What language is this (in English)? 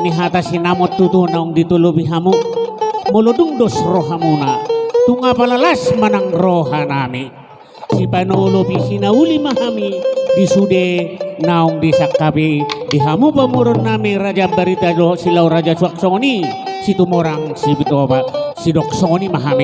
Batak Toba